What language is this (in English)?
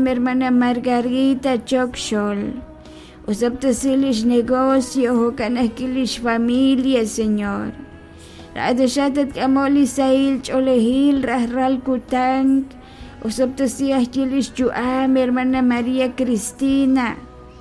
Kekchí